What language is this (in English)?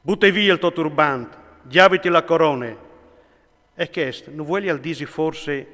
Friulian